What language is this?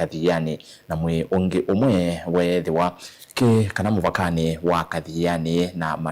Kamba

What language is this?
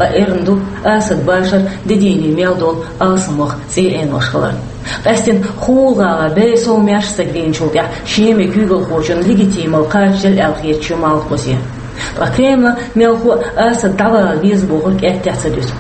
Chechen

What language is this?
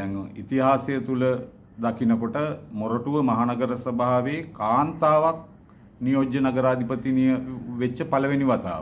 Sinhala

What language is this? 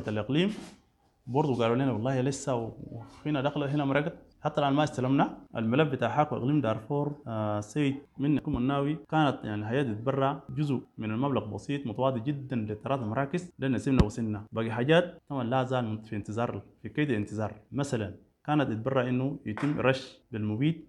Sudanese Arabic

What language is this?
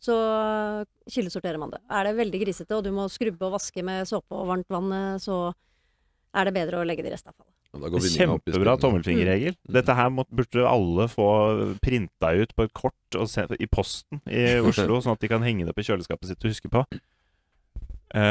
Norwegian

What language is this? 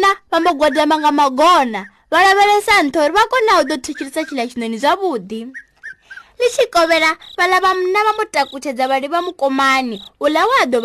Venda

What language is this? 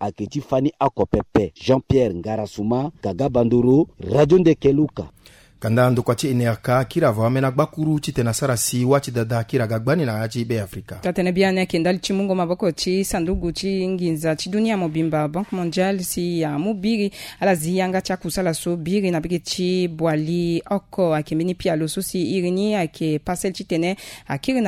Sango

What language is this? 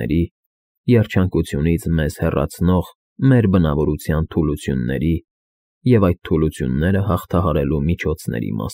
Armenian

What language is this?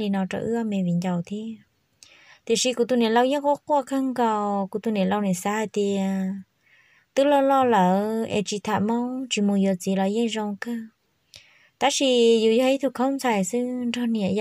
Hmong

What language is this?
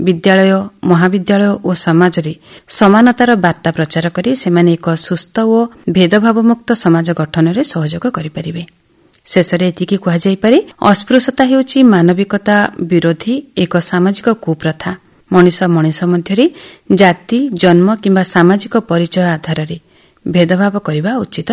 Odia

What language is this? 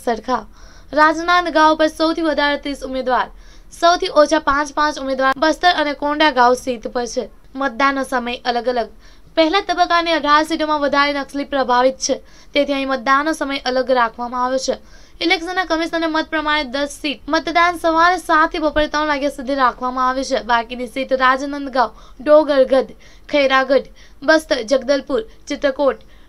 Gujarati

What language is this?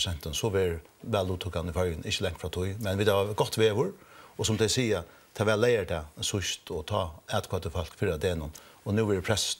Faroese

